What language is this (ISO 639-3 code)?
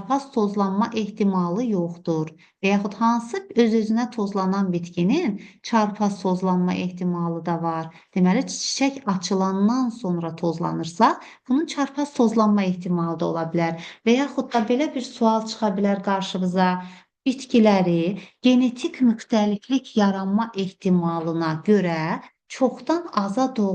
aze